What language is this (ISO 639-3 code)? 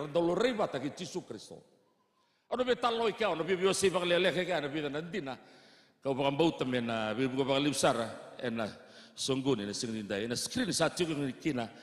fij